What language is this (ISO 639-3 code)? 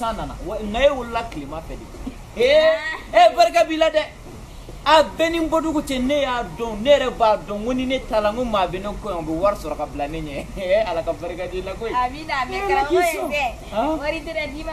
bam